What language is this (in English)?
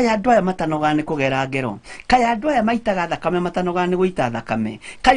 Kikuyu